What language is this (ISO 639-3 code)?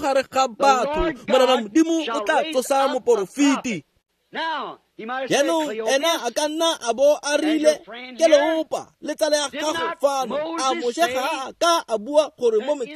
tsn